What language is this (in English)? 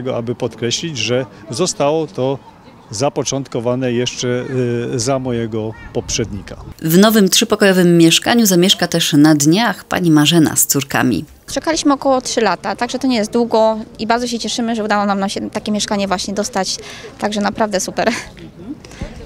Polish